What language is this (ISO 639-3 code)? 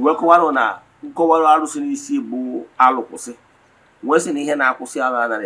ibo